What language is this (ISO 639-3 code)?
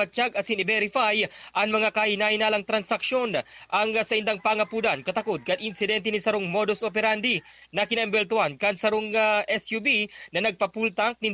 bik